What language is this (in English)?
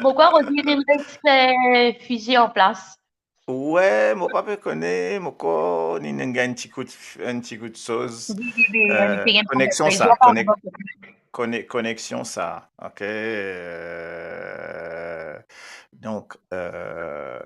Morisyen